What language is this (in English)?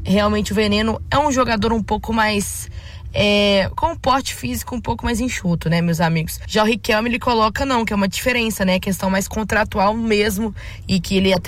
Portuguese